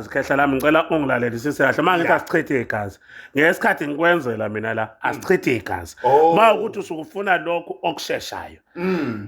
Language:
Zulu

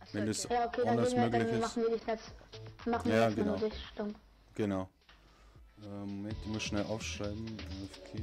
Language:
Bavarian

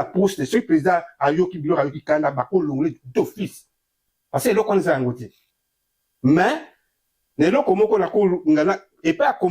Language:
Lingala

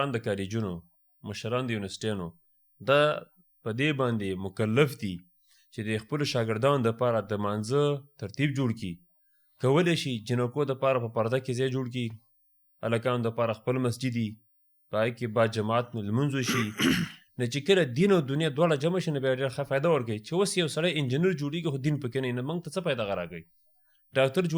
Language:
Pashto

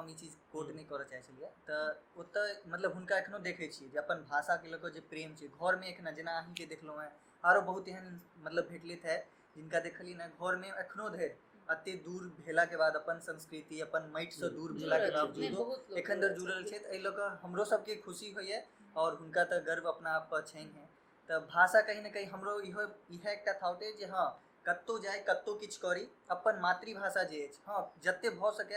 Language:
Maithili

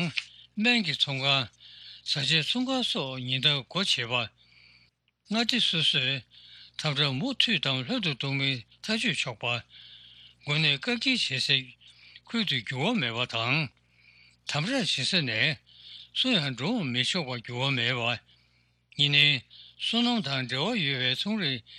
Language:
Tibetan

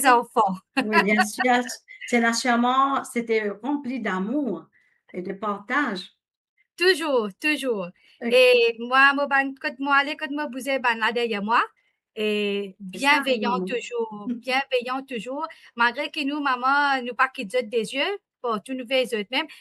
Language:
Morisyen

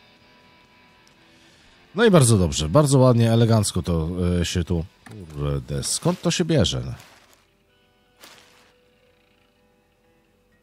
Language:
Polish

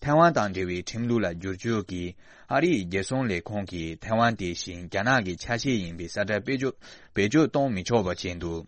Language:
Tibetan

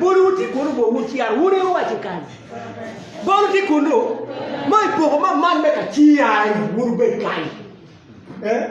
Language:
Acoli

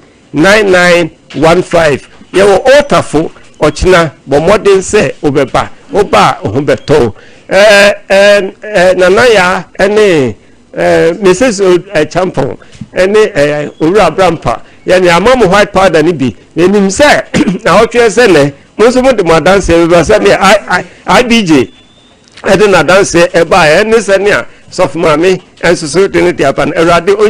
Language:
Akan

